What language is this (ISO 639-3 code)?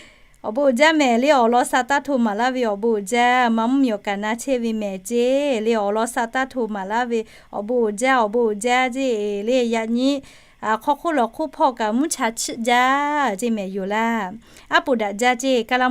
lhu